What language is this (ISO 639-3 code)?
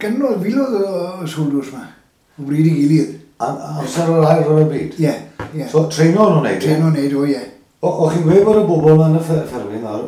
cym